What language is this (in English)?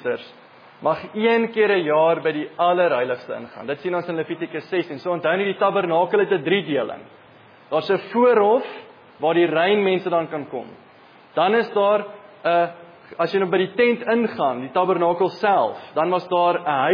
Afrikaans